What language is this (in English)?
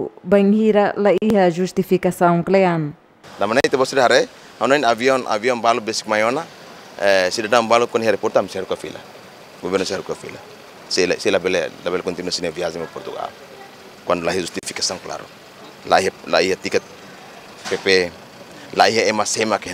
Tetum